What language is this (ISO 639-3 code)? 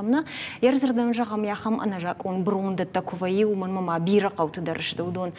oss